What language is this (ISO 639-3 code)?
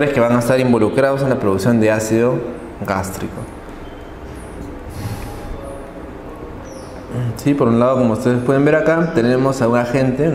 spa